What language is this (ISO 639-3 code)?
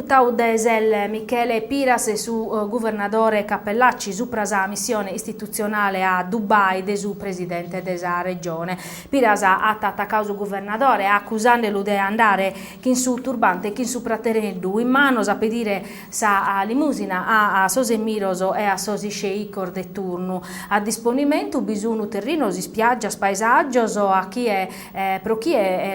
srd